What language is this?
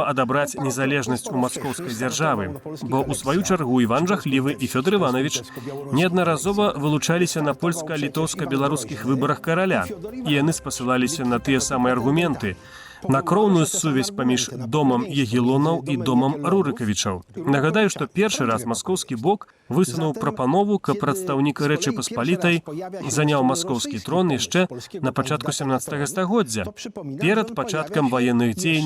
Belarusian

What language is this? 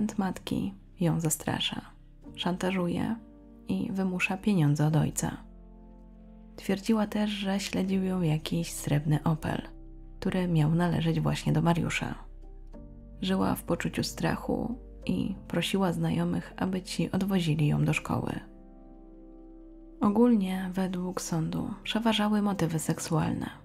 Polish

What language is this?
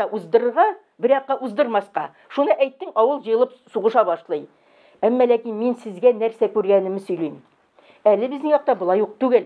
Tatar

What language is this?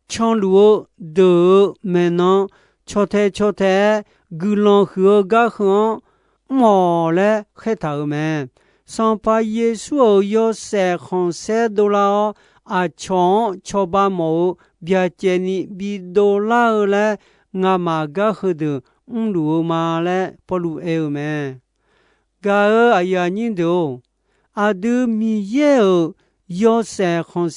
Akha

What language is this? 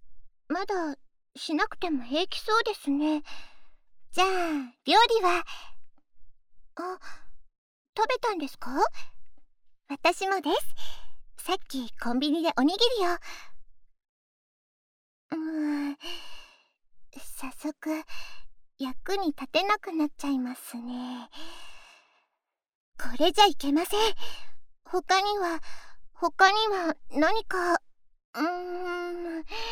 Japanese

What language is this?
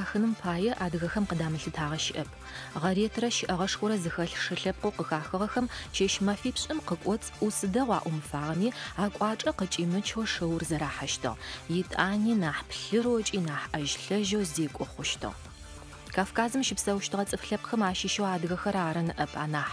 Adyghe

